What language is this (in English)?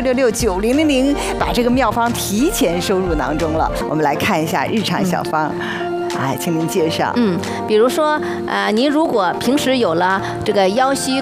Chinese